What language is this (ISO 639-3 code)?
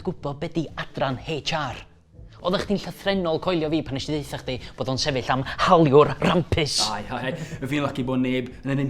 cym